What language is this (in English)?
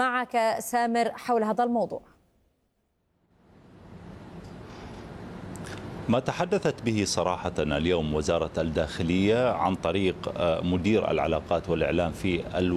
Arabic